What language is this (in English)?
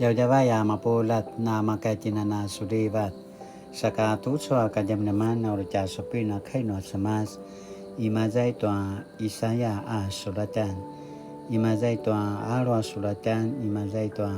Paiwan